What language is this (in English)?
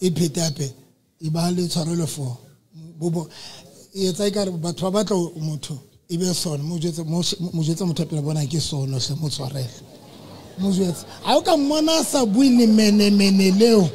Southern Sotho